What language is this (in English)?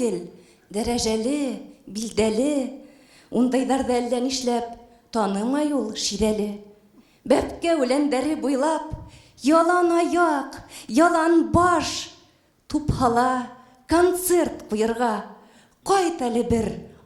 Bashkir